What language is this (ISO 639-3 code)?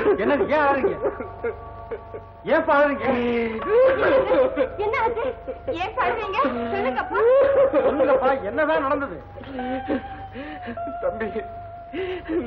tam